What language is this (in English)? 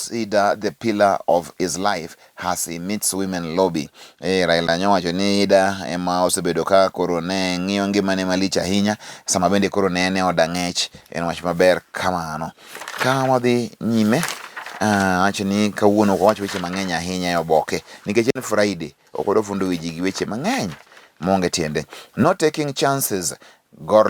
Luo (Kenya and Tanzania)